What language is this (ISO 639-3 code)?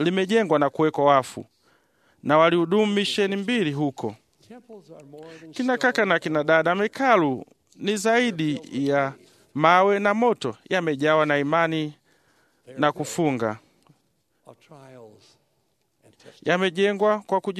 swa